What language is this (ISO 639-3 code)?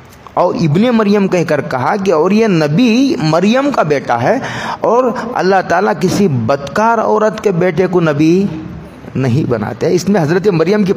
urd